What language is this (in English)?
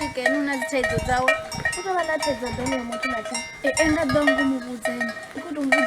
Venda